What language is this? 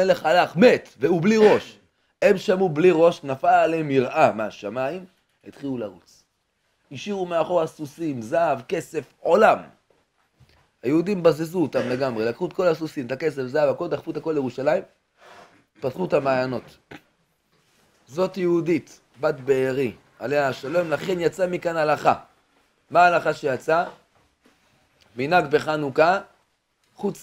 Hebrew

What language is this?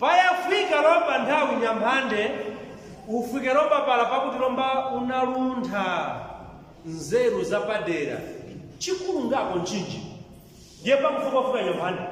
Nyanja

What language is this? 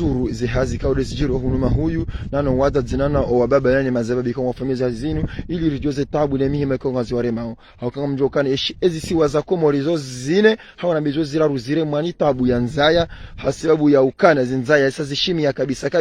Ngazidja Comorian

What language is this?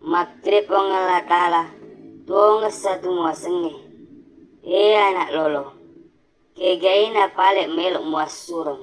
Buginese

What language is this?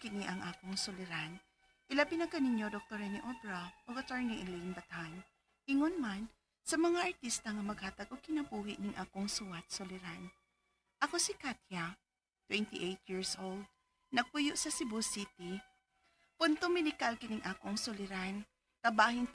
Cebuano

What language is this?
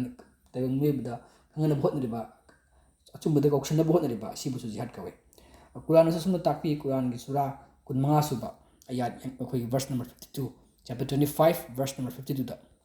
Manipuri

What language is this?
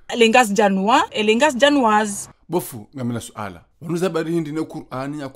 Ngazidja Comorian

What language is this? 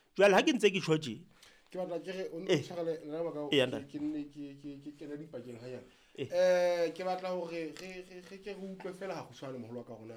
Southern Sotho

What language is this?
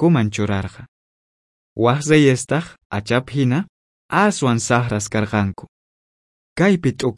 South Bolivian Quechua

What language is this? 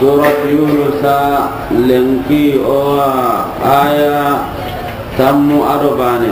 Soninke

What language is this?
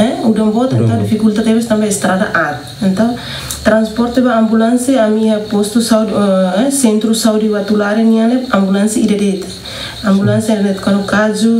Tetum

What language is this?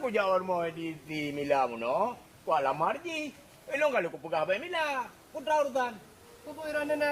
Achinese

